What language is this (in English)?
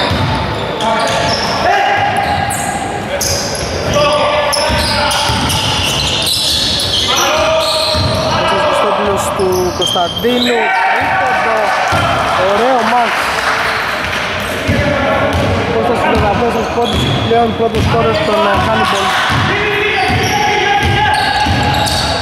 Greek